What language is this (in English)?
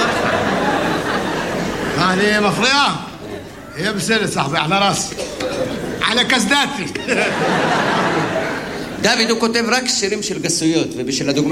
Hebrew